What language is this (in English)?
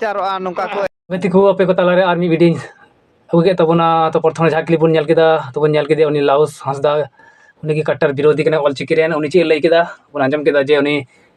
Santali